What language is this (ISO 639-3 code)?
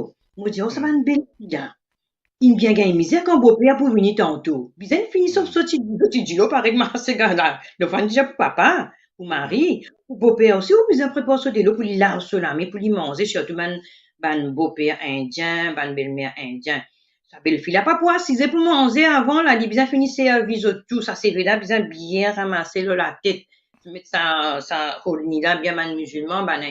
mfe